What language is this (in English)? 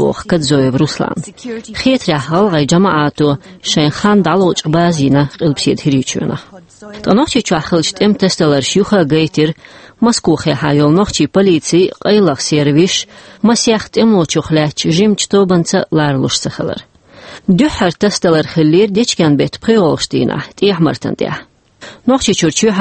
Chechen